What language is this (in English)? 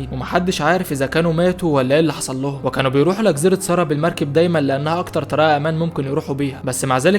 Egyptian Arabic